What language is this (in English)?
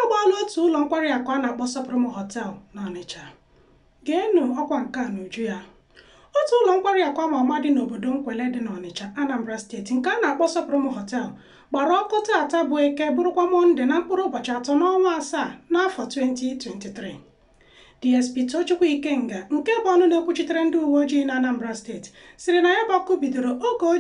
Igbo